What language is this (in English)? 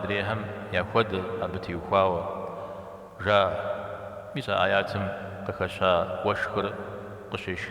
Kabardian